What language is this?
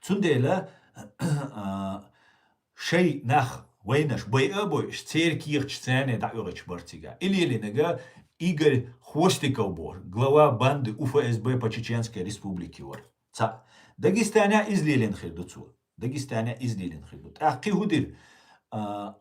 Chechen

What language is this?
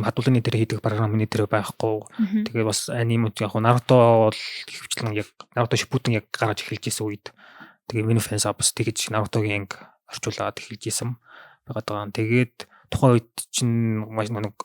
Mongolian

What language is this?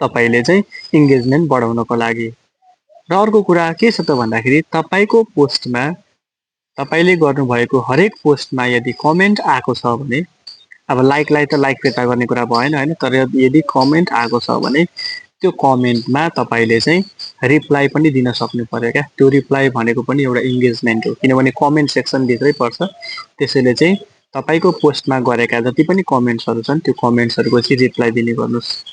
Nepali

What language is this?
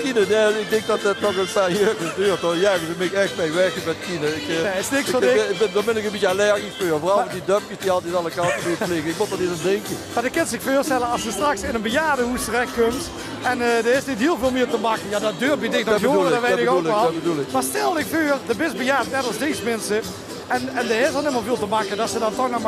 Limburgish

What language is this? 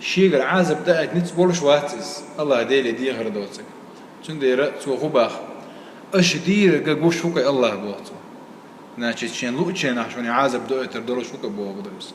Chechen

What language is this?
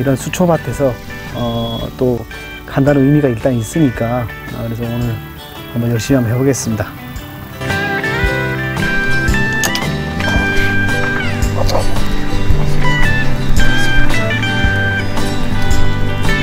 Korean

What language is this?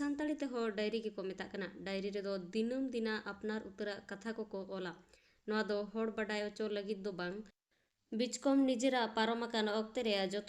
Santali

